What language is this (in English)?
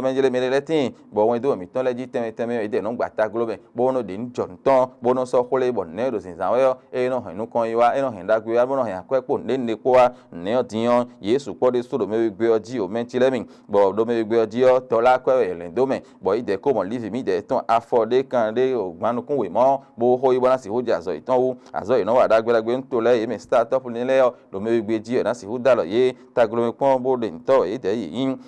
Fon